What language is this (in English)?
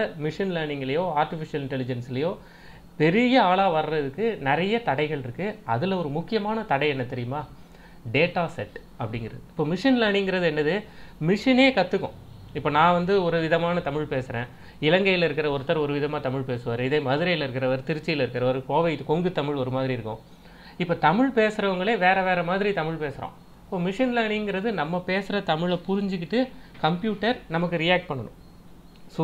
Tamil